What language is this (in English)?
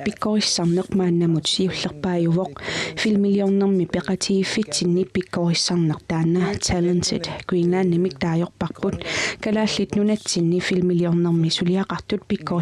Kalaallisut